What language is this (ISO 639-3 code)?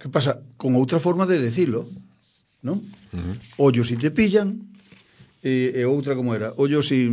glg